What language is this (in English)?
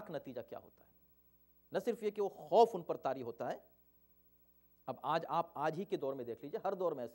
Urdu